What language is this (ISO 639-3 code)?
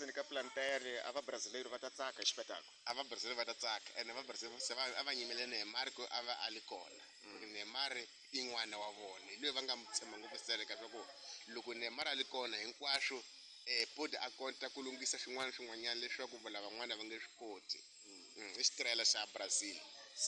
tso